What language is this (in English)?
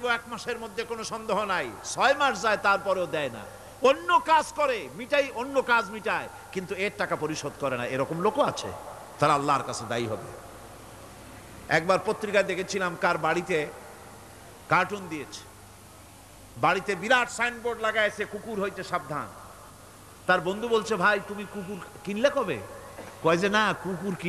Bangla